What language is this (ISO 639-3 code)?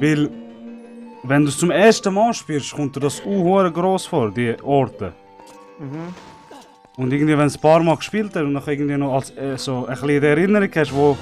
gsw